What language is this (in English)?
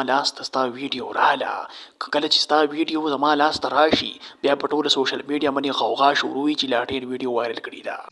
Pashto